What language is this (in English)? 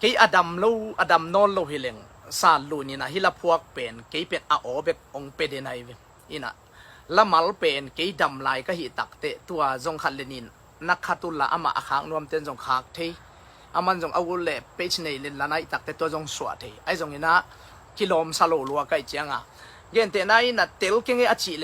Tedim Chin